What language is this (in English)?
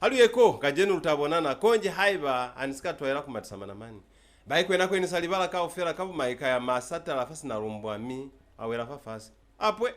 Lozi